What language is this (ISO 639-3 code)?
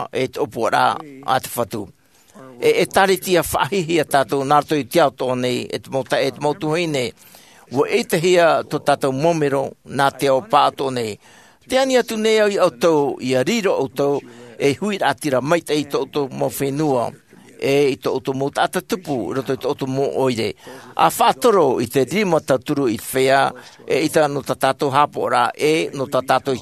tah